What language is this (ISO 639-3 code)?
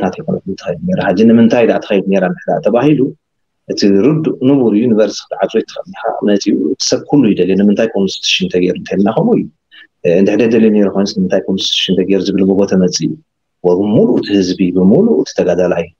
tir